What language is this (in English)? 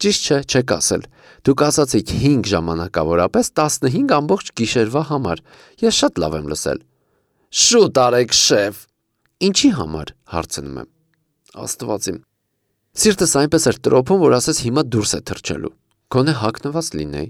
Armenian